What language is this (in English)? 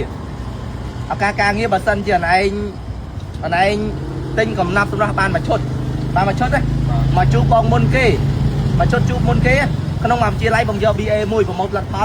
Khmer